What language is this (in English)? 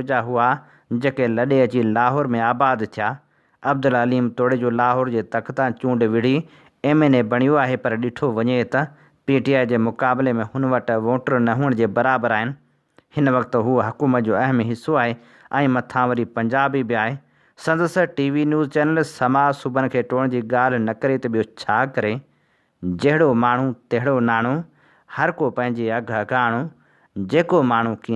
Sindhi